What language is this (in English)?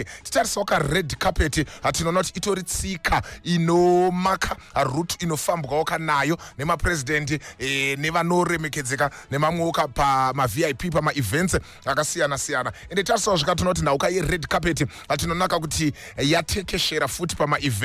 Shona